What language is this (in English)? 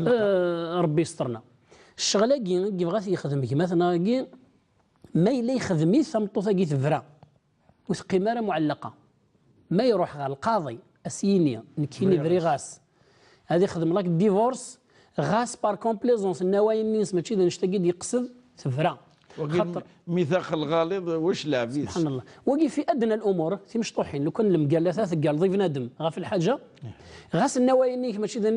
Kabyle